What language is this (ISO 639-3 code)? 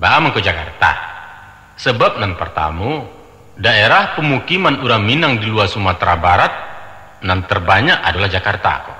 min